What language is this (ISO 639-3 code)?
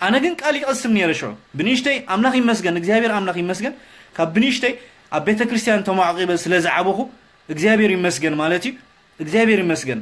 tir